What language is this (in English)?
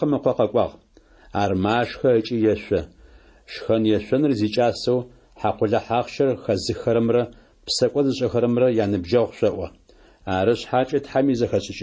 Adyghe